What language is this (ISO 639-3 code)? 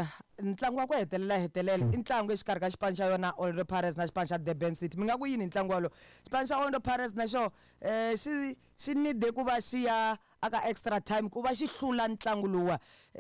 tso